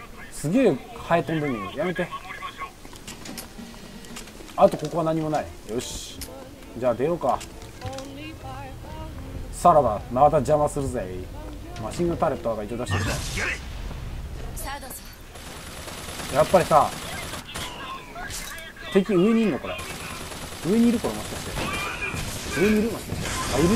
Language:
Japanese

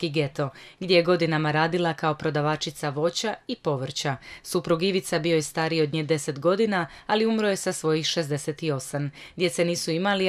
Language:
Croatian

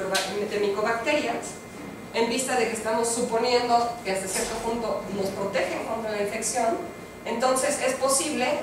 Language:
Spanish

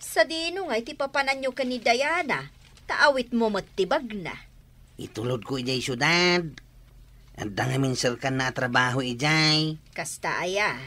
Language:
Iloko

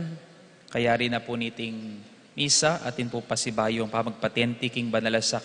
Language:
Pampanga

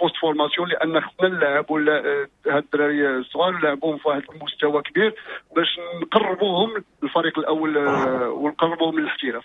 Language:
Moroccan Arabic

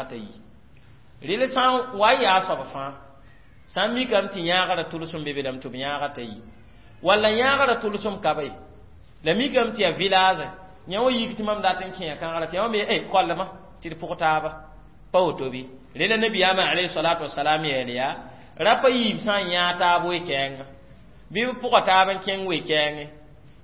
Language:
Mossi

